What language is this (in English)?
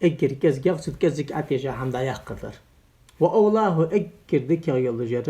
Ingush